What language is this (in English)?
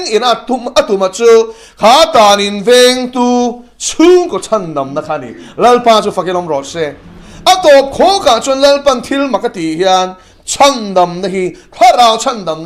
Mizo